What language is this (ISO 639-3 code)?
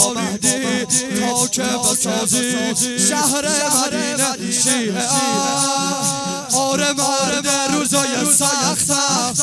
fas